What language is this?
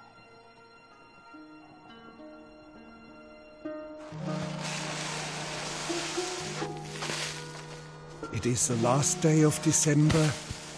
English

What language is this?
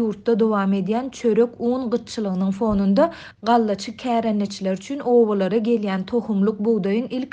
Turkmen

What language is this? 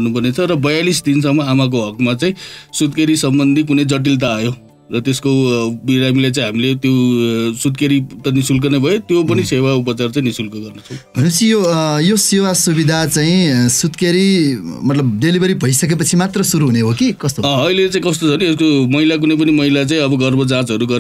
Nepali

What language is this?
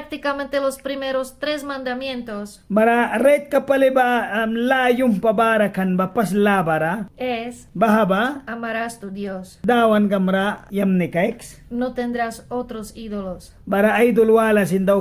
Mískito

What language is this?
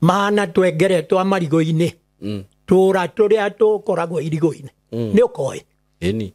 Kikuyu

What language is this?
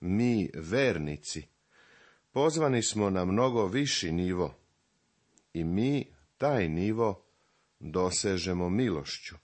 Serbian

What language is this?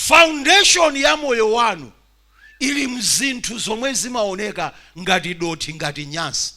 Nyanja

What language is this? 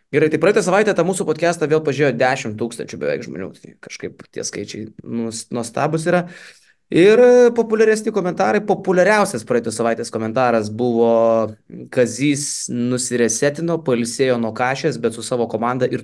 Lithuanian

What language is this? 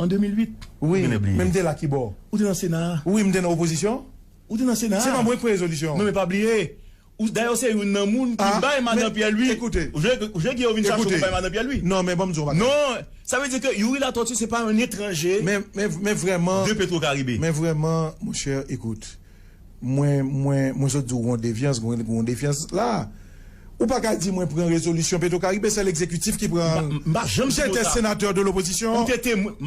Haitian Creole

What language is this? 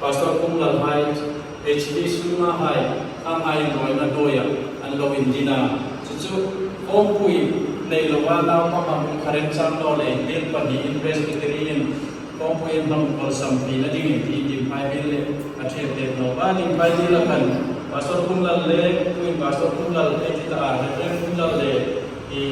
Hmar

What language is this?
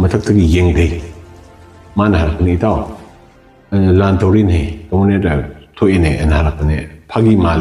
Manipuri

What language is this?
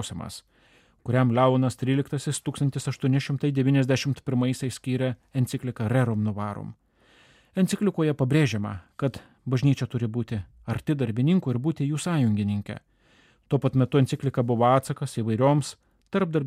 Lithuanian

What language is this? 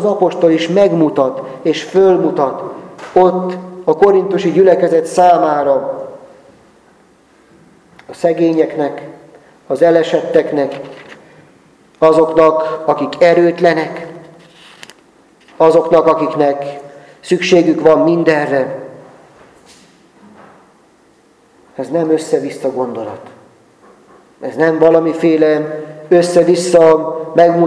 Hungarian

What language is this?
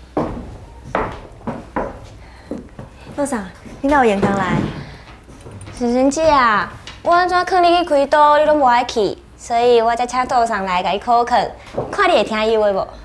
Min Nan Chinese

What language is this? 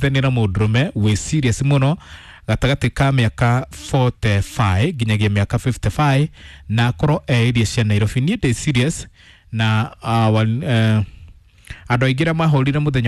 Kikuyu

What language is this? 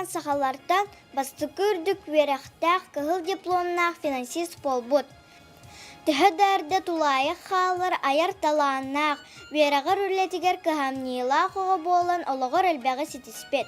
Yakut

